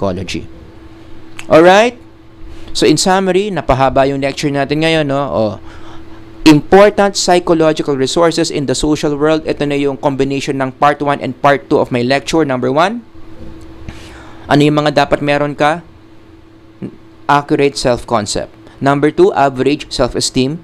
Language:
Filipino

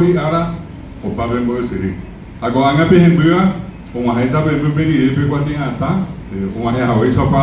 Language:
Guarani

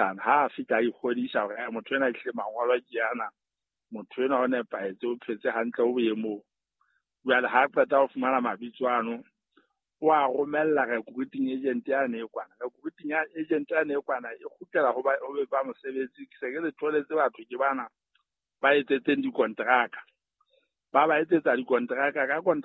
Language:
Southern Sotho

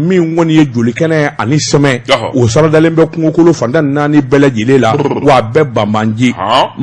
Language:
Bambara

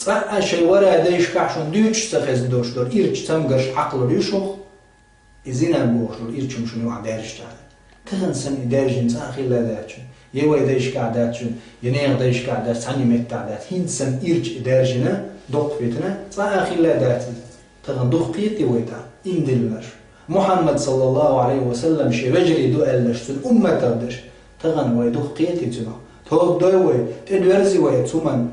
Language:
Chechen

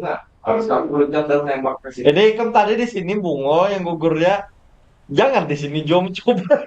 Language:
Banjar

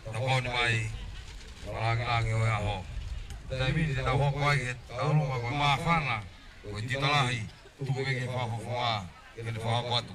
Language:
Tongan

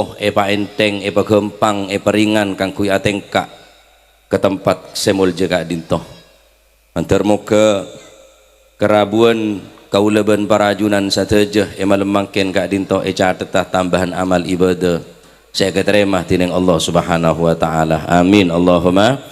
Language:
Madurese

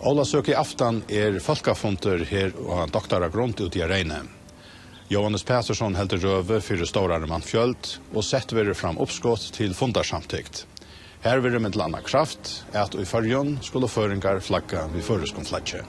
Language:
Faroese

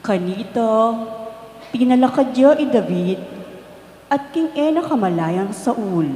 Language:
Pampanga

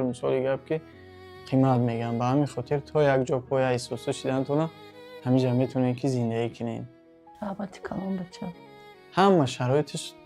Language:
Tajik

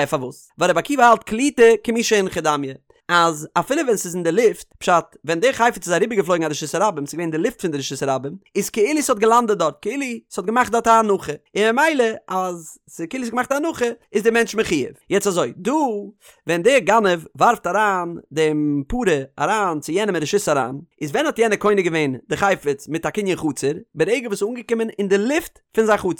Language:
Yiddish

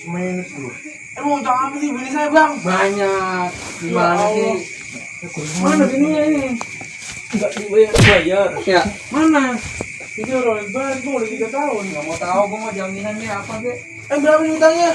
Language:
Betawi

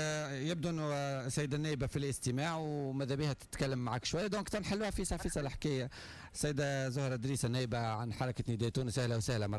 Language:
Tunisian Arabic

